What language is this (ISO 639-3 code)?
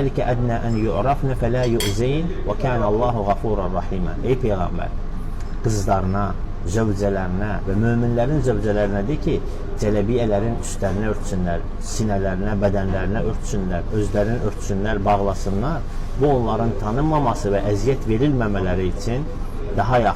aze